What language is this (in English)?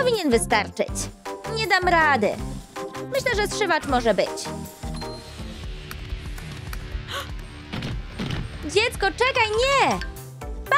Polish